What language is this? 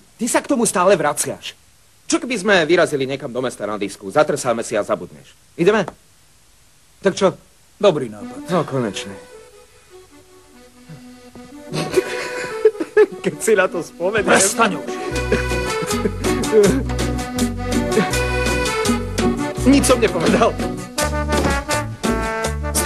Slovak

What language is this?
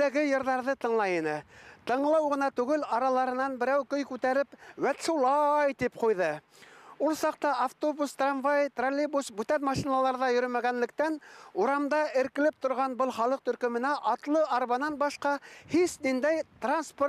Bashkir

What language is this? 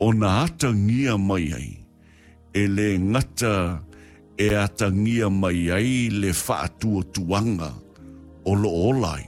Samoan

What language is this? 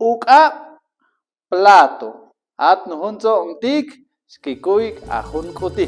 Chuj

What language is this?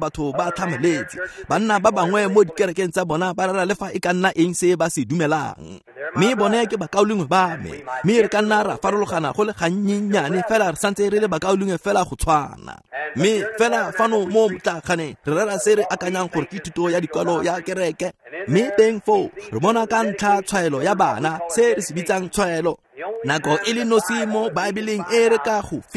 Tswana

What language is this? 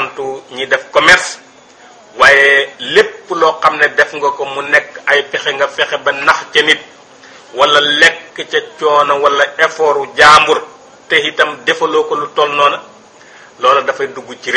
Wolof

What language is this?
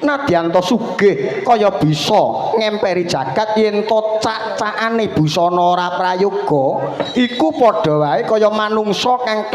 Javanese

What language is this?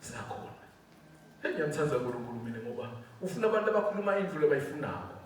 Swati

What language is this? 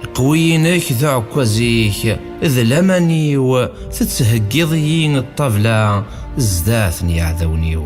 Kabyle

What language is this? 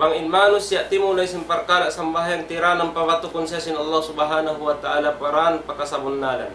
Tausug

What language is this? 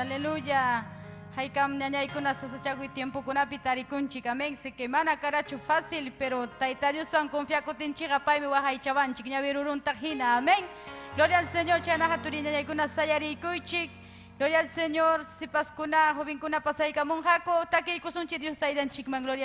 Ayacucho Quechua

